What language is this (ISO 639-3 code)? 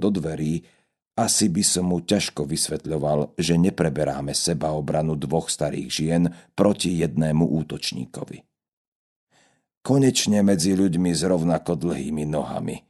slk